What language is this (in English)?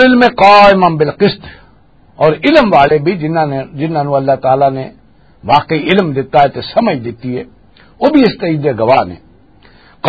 Western Panjabi